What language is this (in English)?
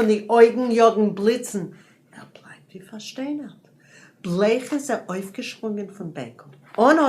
Yiddish